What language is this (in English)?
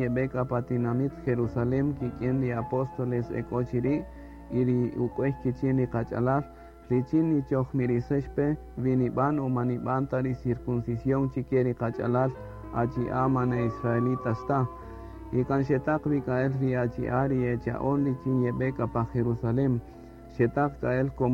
Kaqchikel